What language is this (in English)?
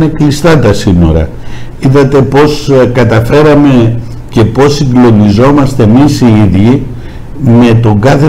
Greek